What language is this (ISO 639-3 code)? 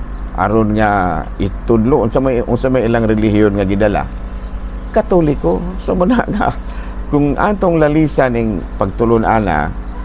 ceb